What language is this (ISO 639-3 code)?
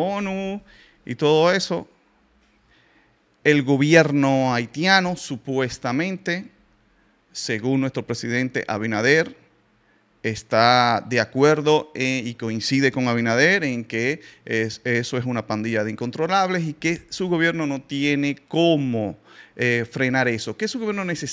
spa